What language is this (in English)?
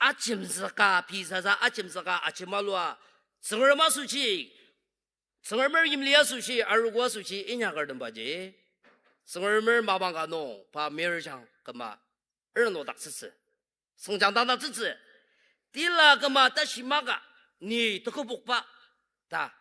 Ao Naga